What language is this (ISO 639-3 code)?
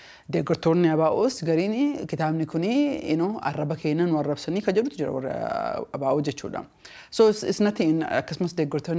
orm